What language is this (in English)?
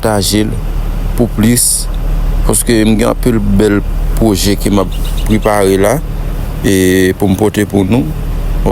Haitian Creole